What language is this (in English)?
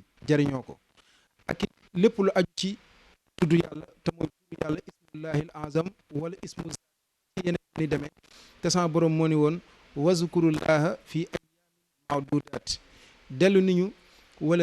Wolof